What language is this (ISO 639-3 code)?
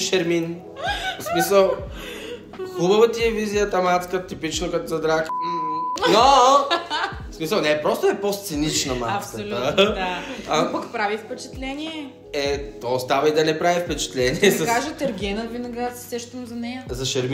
bul